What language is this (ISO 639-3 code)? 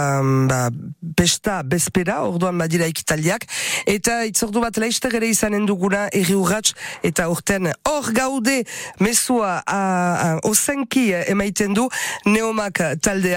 eus